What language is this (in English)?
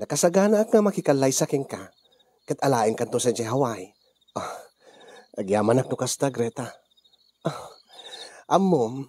Iloko